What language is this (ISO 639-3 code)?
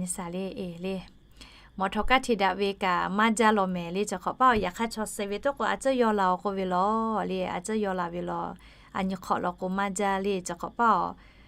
lhu